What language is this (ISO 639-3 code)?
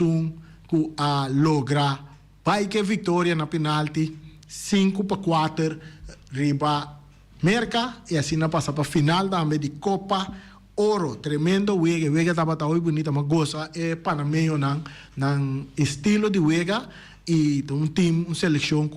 pap